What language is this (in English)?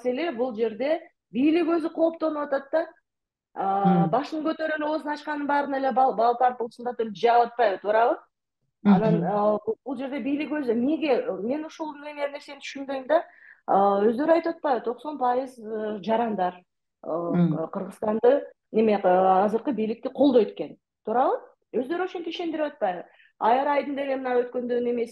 Kyrgyz